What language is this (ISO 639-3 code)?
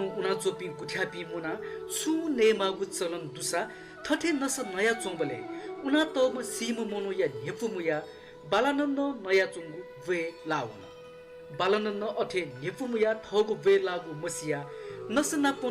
new